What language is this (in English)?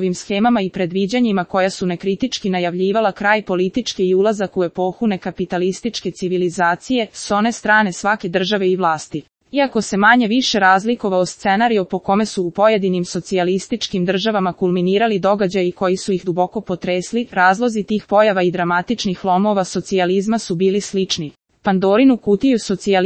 Serbian